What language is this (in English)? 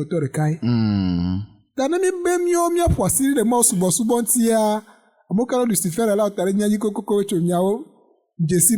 Ewe